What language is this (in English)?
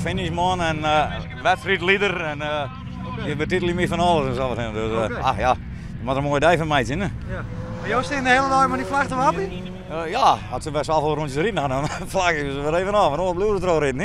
Western Frisian